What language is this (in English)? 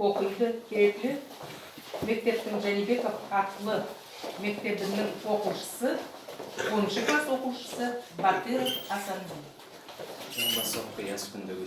Nogai